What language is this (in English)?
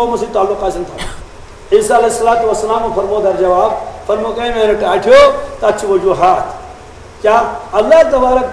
Kashmiri